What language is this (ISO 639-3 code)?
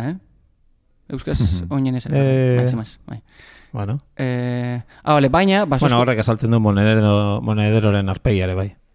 eus